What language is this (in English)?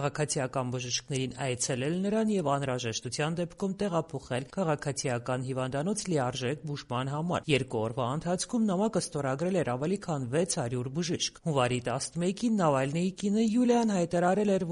Armenian